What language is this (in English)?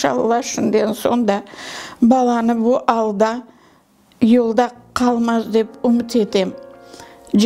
Crimean Tatar